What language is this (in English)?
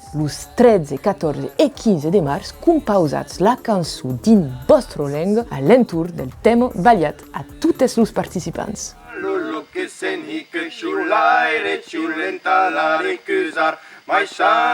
Occitan